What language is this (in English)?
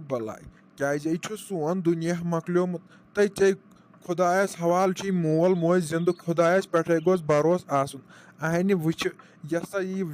Kashmiri